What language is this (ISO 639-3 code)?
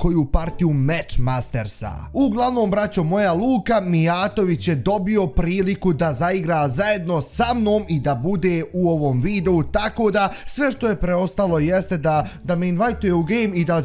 bos